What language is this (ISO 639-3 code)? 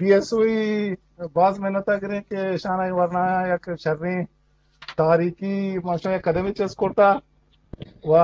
bgp